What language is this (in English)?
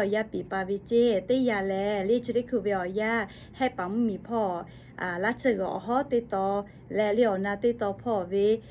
Lahu